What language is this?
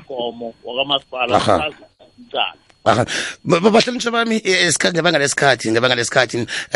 South Ndebele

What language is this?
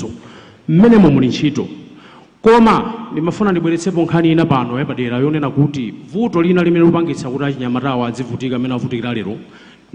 Nyanja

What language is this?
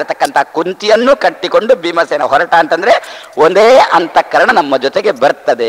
Kannada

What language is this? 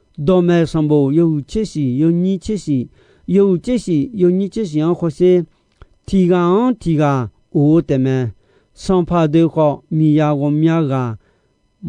Akha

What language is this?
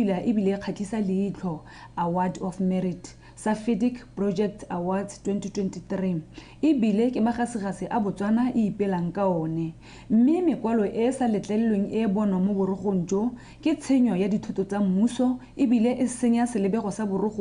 Tswana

